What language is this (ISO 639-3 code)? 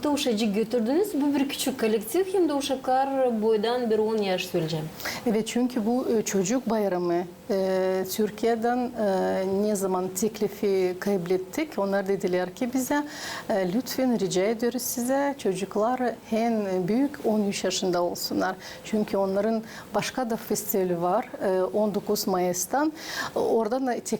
gag